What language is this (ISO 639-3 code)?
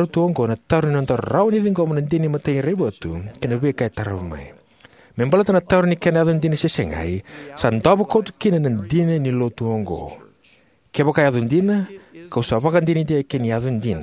fij